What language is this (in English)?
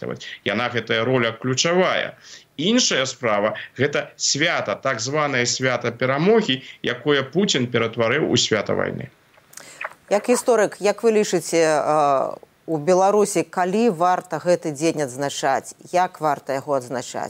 Belarusian